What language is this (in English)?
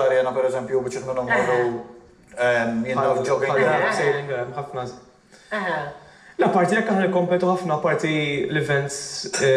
Maltese